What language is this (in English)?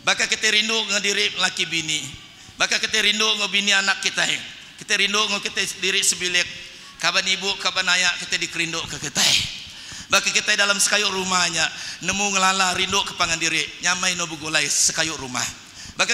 Iban